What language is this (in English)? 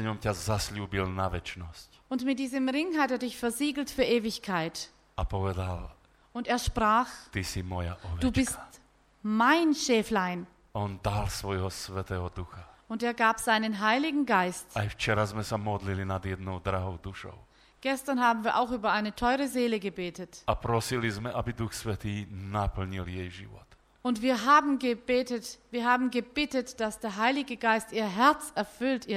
Slovak